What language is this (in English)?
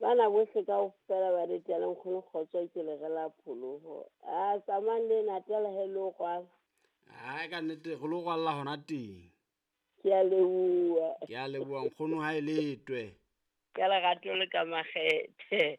Southern Sotho